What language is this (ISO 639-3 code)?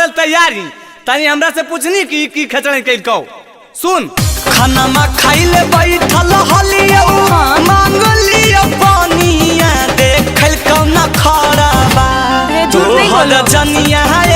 mag